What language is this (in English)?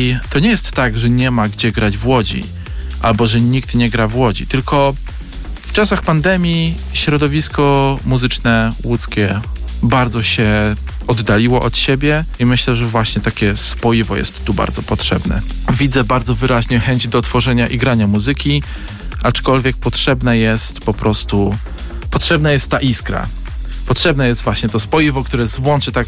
Polish